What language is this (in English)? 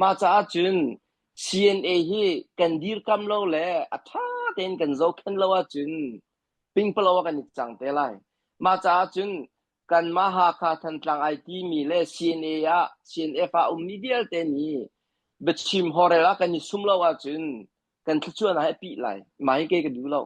Hakha Chin